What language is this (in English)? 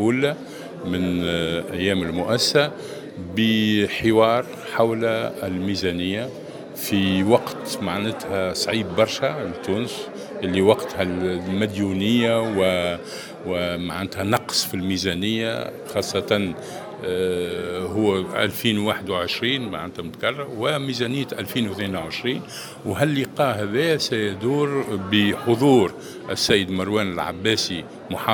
Tunisian Arabic